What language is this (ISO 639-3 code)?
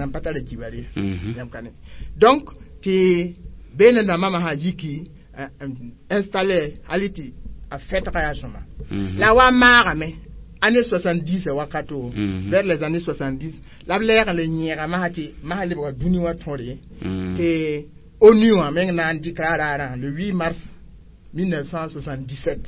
mos